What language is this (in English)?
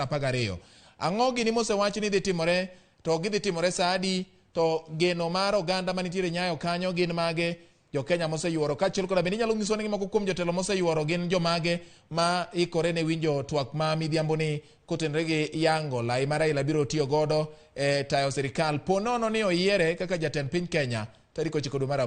Luo (Kenya and Tanzania)